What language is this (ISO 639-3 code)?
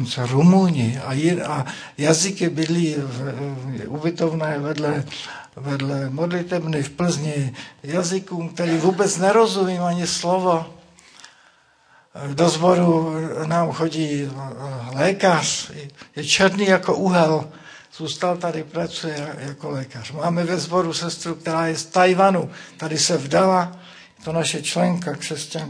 ces